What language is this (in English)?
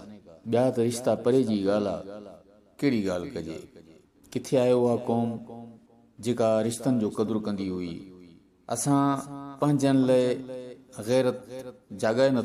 Sindhi